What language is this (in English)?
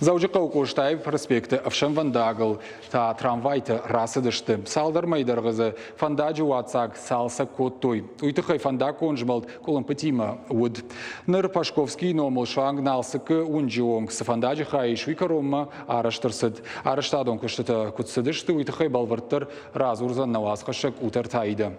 Ossetic